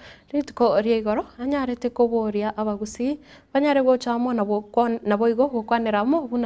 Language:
Gusii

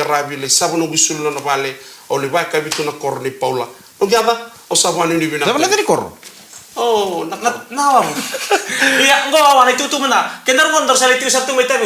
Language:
Fijian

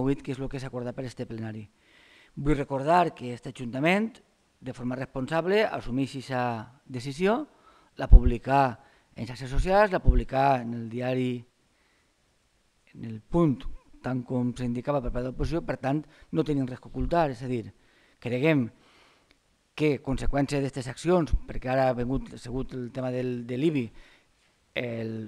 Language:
Catalan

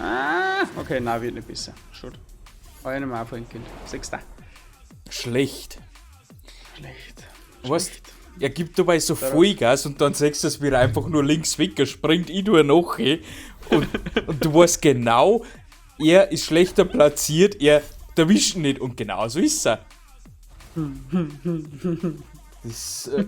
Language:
Bavarian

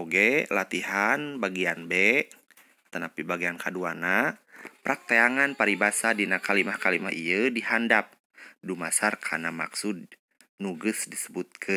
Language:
Sundanese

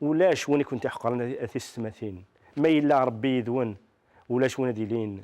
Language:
Kabyle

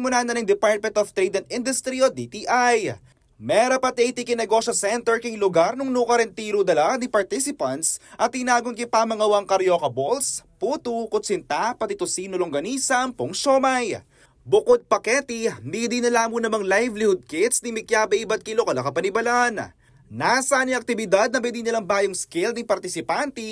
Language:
Pampanga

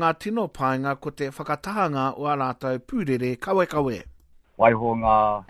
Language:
Māori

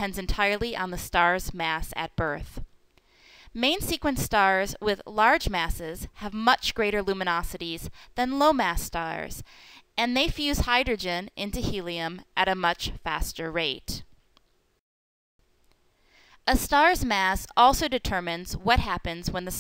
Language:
English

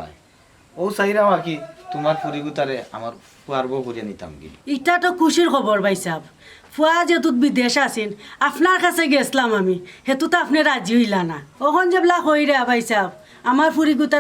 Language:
Sylheti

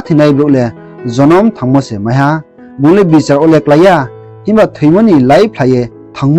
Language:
Riang (India)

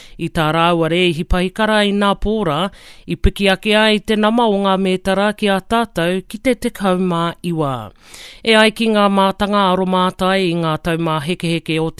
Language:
Māori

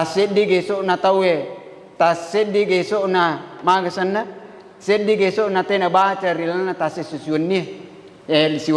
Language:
Buginese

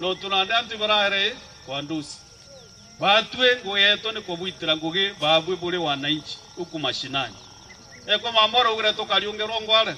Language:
Meru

